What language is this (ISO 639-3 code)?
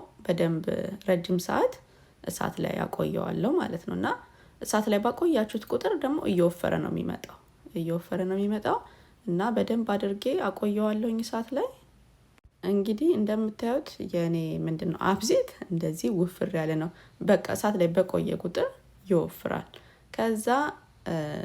amh